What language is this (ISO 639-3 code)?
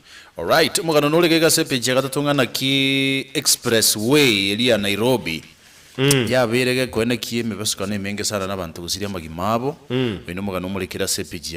guz